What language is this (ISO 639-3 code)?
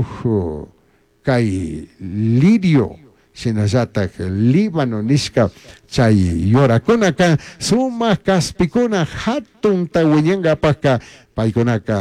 qug